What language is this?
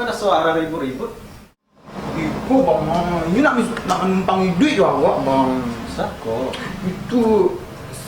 Minangkabau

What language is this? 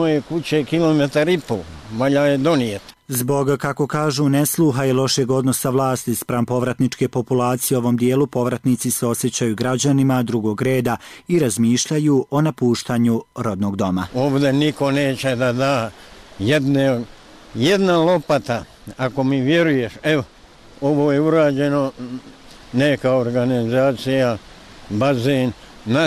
Bosnian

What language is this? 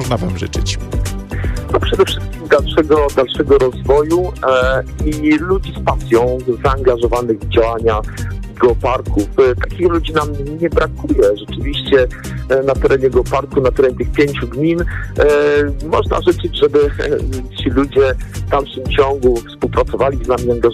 Polish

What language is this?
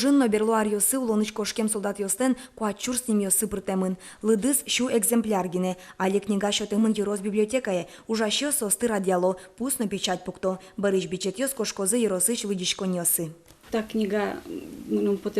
Udmurt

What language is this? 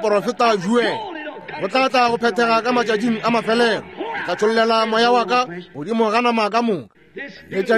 Northern Sotho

